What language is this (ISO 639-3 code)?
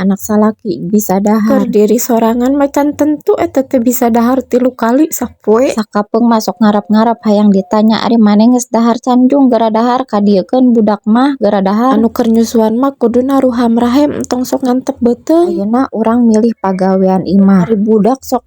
sun